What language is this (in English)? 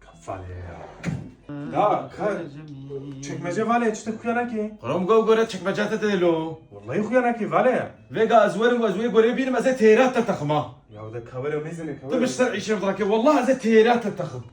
Kurdish